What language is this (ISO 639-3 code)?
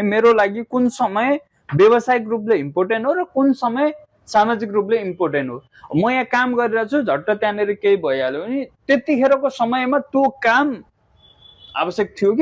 nep